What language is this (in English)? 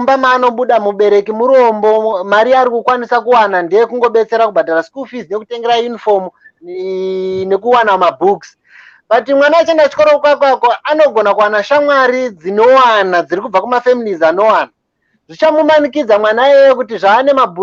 Shona